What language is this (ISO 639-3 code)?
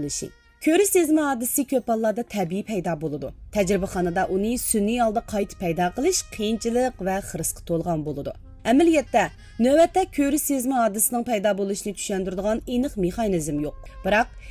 uig